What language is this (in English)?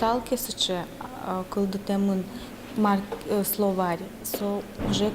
Udmurt